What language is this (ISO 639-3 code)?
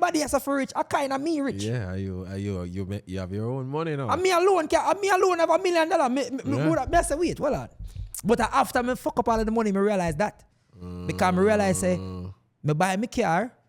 jam